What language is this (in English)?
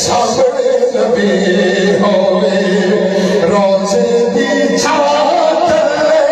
Saraiki